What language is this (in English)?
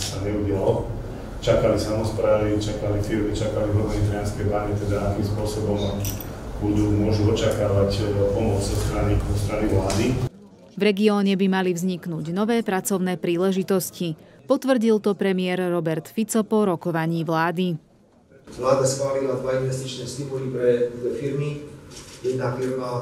Slovak